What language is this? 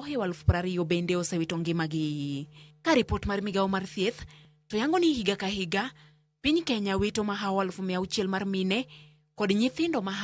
Luo (Kenya and Tanzania)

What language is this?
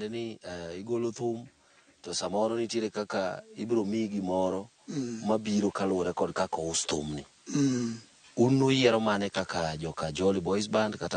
Luo (Kenya and Tanzania)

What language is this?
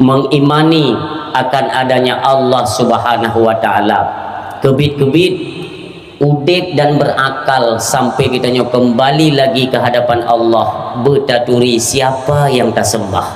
Achinese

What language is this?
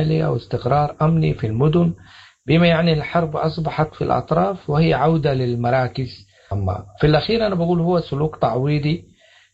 Sudanese Arabic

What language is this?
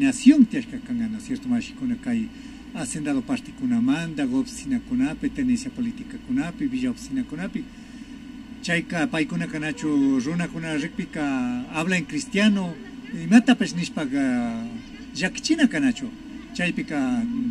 Imbabura Highland Quichua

